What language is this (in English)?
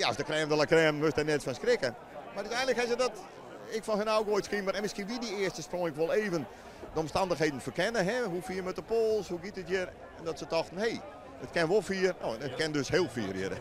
Western Frisian